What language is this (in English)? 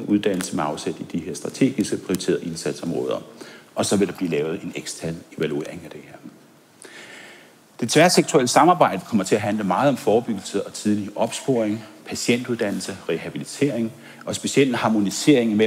Danish